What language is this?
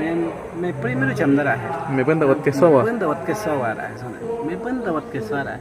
Awa-Cuaiquer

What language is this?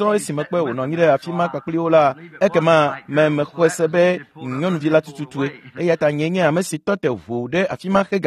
Ewe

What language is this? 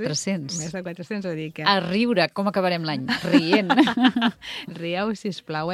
Catalan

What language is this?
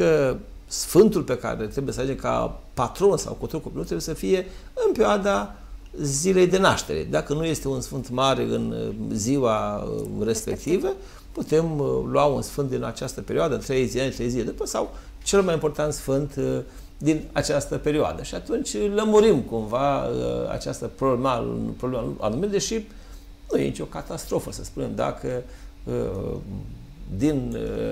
Romanian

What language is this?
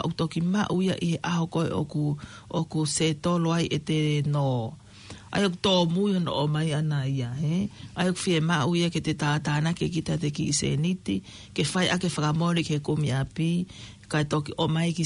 Tongan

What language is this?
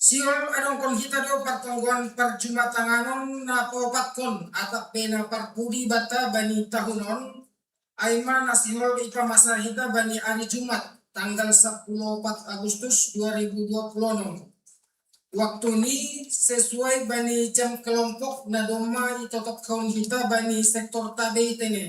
Batak Simalungun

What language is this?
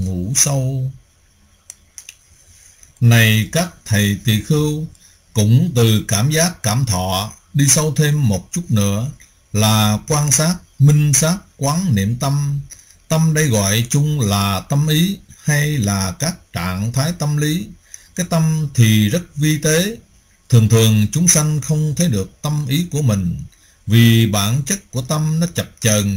Vietnamese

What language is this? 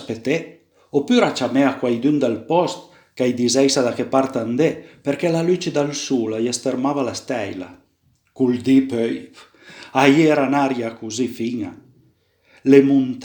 Piedmontese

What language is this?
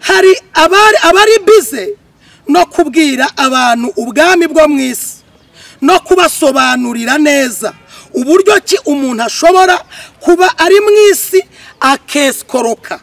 Kinyarwanda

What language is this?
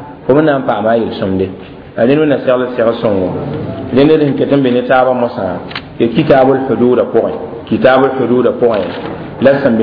Mossi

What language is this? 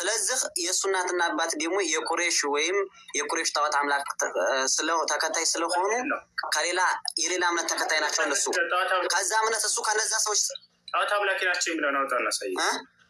Amharic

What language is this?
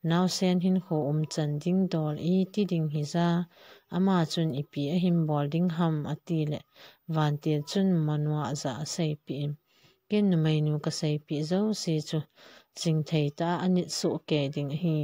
Thado Chin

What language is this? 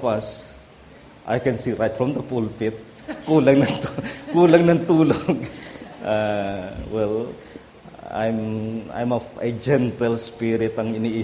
Filipino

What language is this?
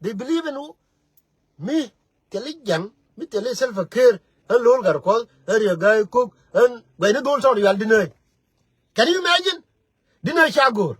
Nuer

